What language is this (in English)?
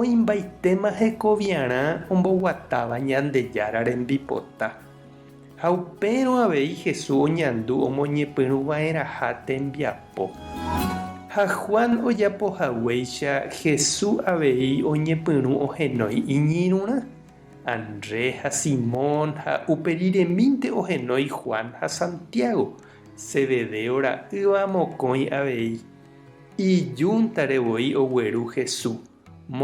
Guarani